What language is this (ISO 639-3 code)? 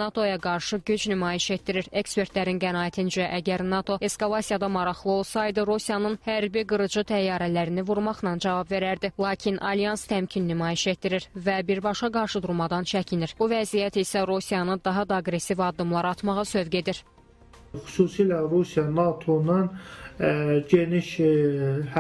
aze